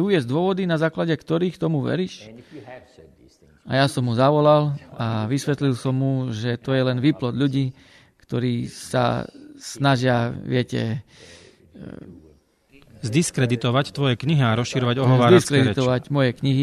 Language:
Slovak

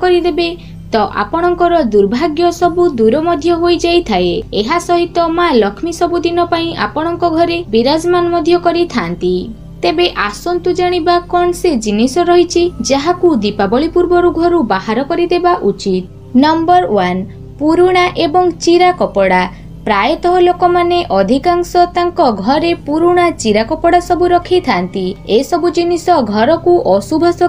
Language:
Odia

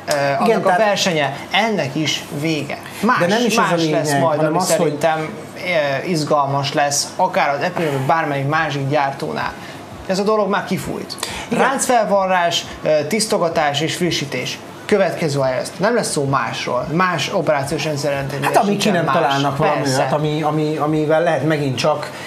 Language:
Hungarian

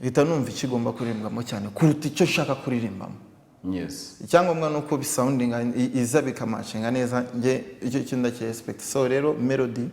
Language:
Kinyarwanda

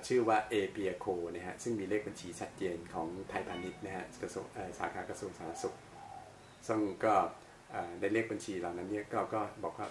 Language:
Thai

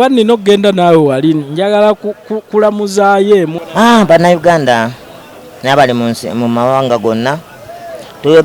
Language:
Ganda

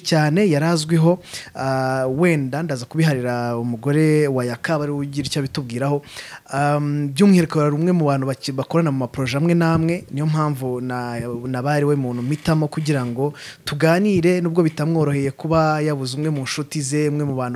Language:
Kinyarwanda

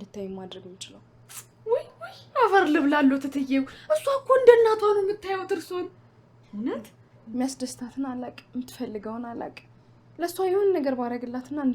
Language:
Amharic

